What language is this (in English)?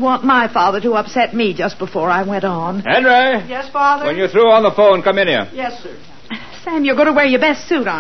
English